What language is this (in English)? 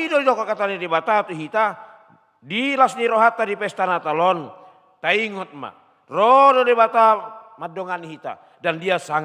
Batak Toba